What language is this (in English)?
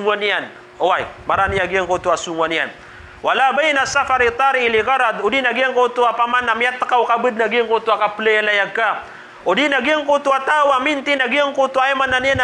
Maranao